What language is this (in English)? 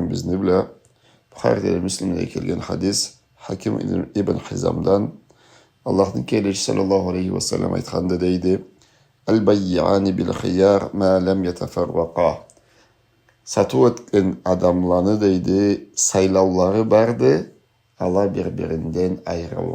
Karachay-Balkar